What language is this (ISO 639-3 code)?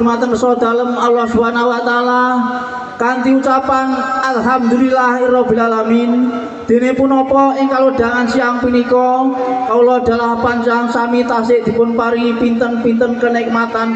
jav